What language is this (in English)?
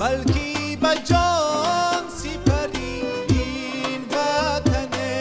Tajik